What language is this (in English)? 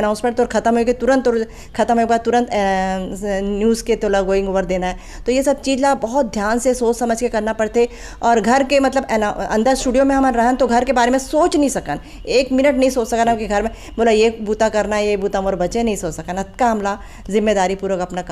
Chhattisgarhi